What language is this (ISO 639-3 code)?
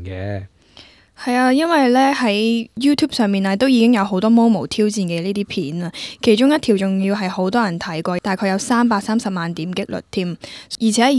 yue